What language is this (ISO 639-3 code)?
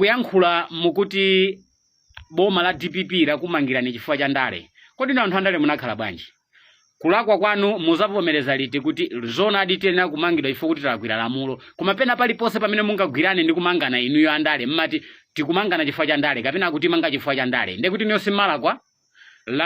nya